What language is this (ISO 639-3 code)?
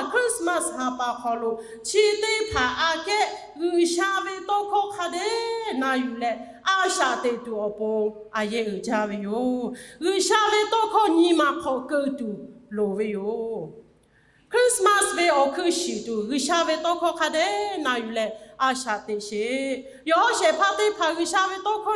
lhu